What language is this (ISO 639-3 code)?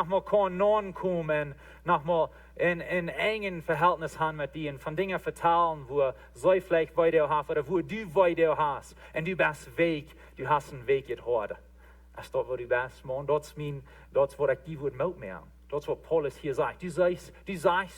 pdt